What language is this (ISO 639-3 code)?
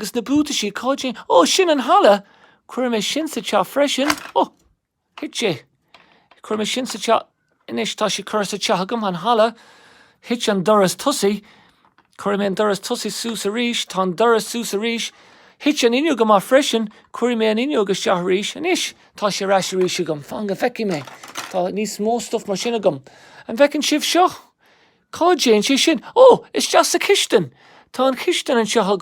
gle